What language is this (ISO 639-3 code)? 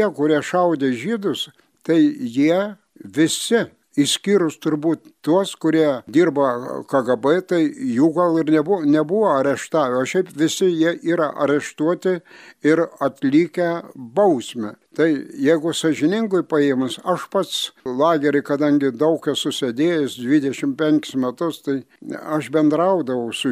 lit